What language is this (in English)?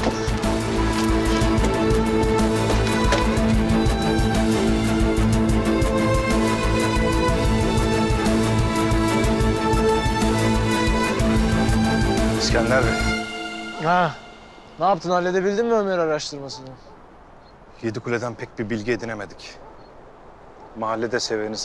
Turkish